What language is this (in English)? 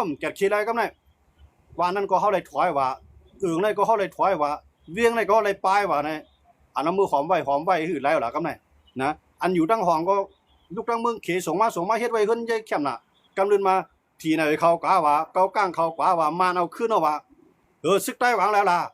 Shan